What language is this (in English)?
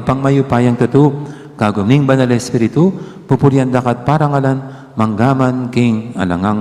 Pampanga